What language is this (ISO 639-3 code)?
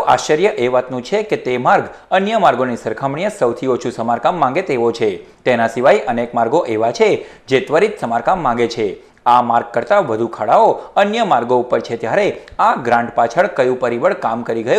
guj